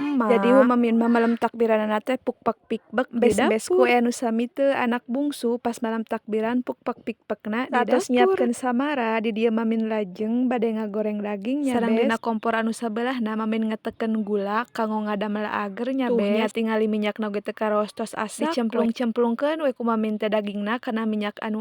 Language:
Sundanese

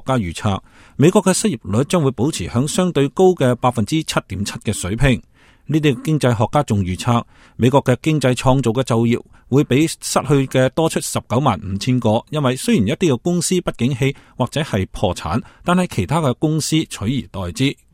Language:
Cantonese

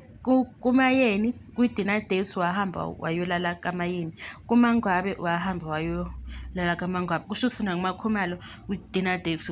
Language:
Zulu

